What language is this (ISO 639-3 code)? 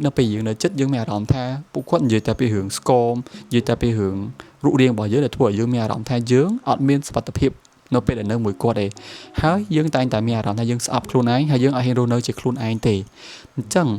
khm